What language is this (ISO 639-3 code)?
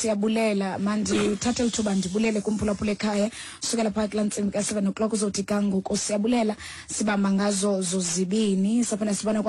xho